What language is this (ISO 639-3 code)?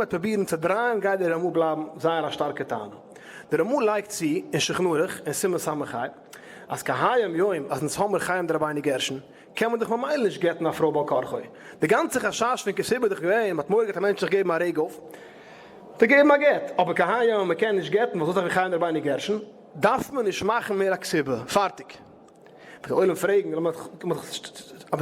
yid